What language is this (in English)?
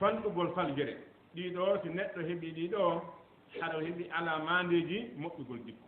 Fula